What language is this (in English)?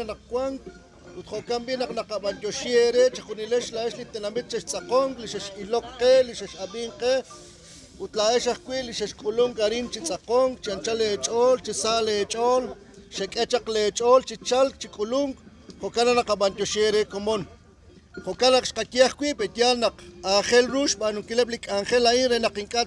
Kekchí